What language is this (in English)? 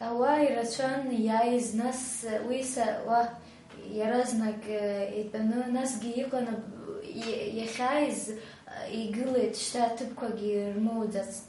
Abkhazian